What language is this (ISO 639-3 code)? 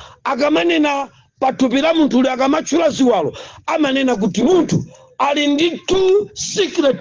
nya